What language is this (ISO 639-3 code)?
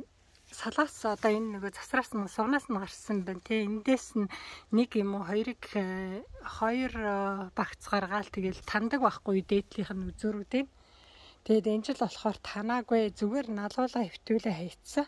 mon